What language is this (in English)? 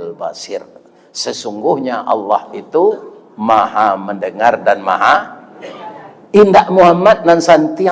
Minangkabau